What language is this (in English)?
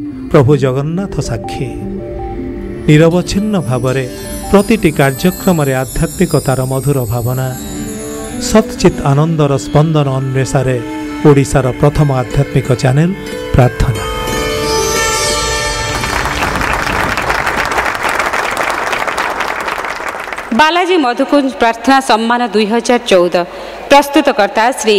Odia